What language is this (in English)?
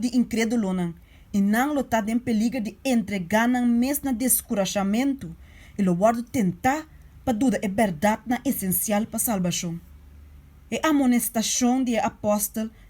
Papiamento